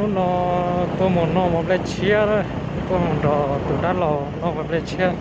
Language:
Hmong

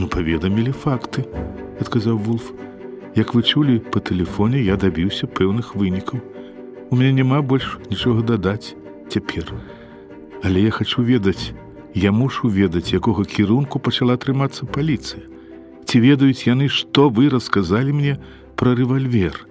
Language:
Belarusian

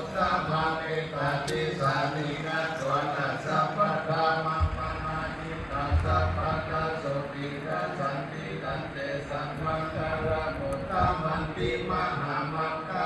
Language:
Pali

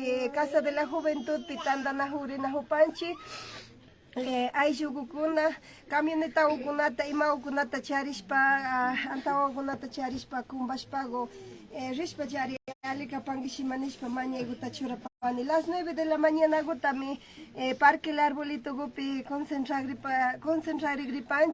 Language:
Imbabura Highland Quichua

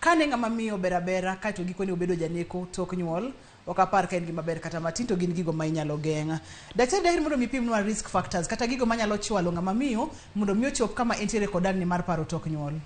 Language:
Luo (Kenya and Tanzania)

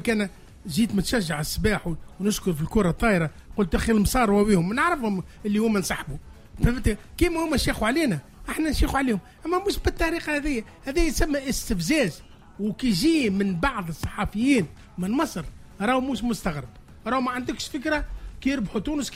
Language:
Tunisian Arabic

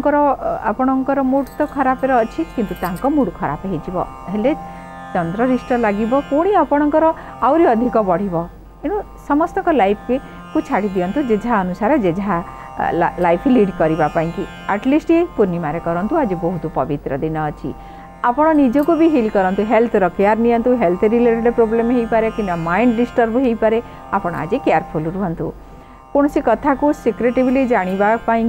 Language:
Odia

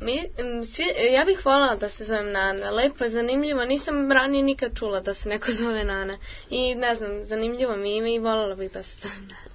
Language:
Serbian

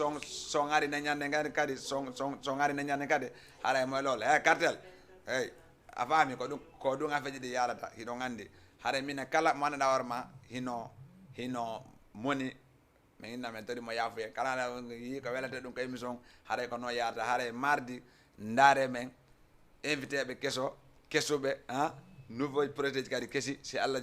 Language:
Fula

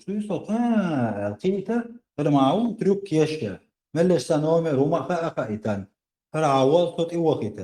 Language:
Chechen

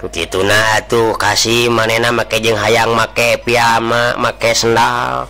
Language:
Sundanese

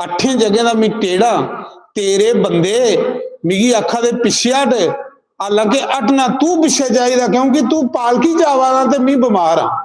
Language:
Dogri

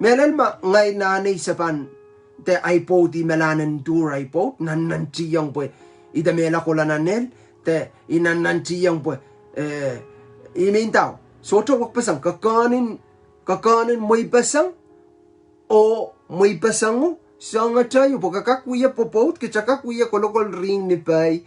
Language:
Pohnpeian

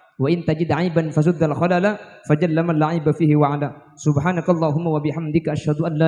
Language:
Madurese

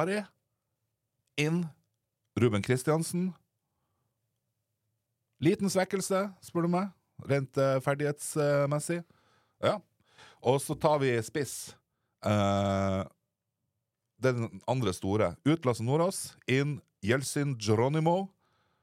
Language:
Norwegian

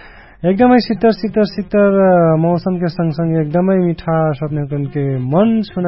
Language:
Dangaura Tharu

